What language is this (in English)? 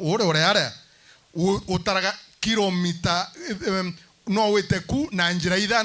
Meru